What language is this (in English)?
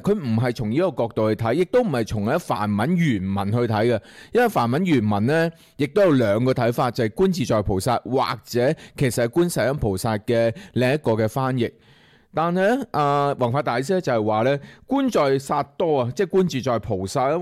Cantonese